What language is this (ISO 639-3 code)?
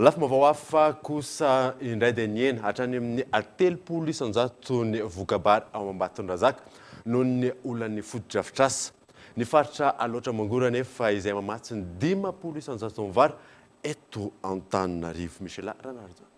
mlg